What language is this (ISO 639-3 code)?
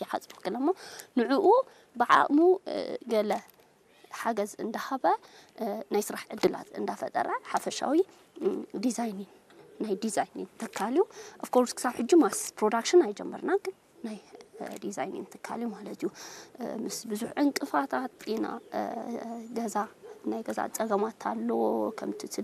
tir